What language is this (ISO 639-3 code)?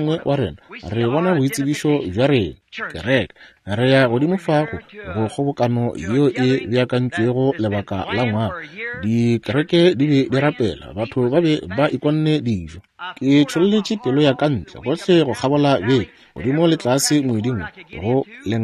nso